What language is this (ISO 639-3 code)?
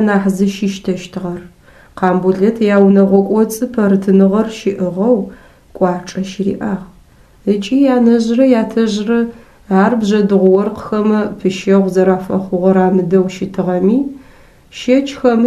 ady